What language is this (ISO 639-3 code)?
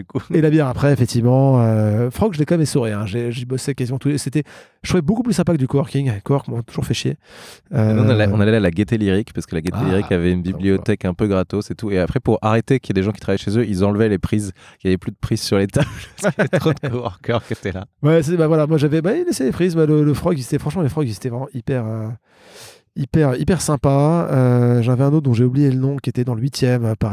fra